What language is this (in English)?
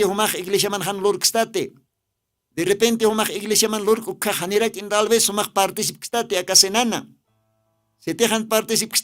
Aymara